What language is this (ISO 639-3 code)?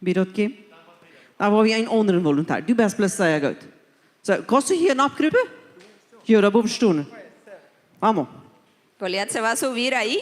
pdt